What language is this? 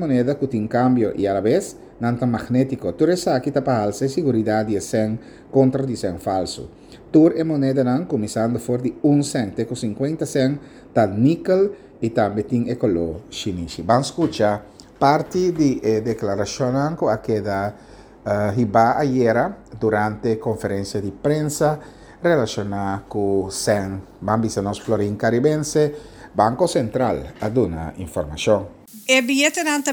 Papiamento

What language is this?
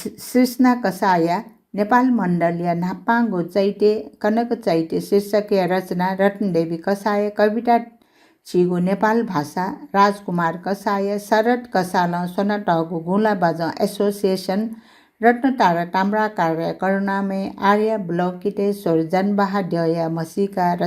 Newari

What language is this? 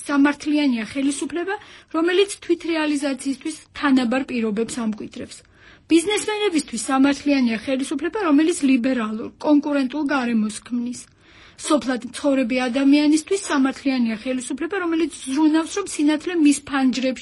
Georgian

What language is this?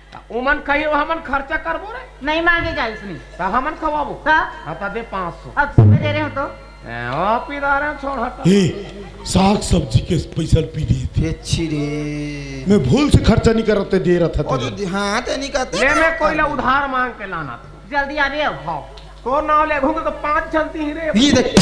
Chhattisgarhi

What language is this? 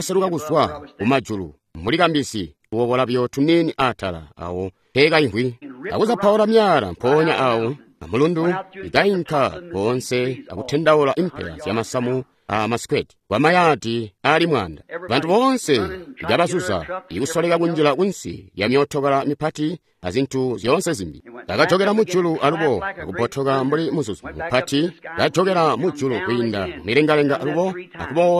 Tonga (Zambia)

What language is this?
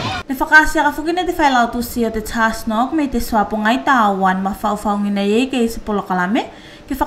Tuvalu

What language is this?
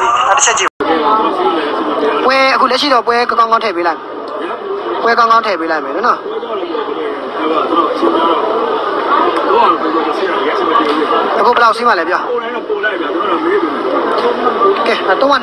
Burmese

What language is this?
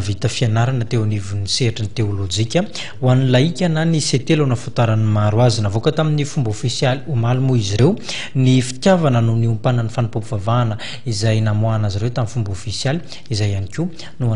Malagasy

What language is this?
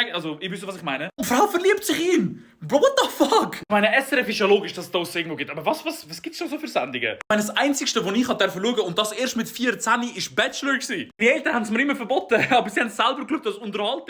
Swiss German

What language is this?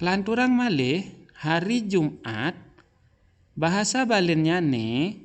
Balinese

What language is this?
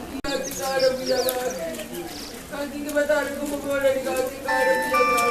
Gusii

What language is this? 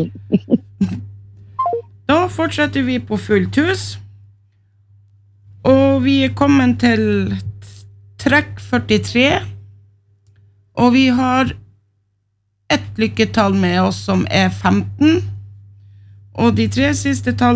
Norwegian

